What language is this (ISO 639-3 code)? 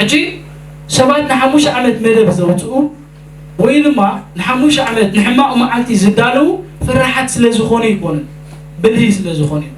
tir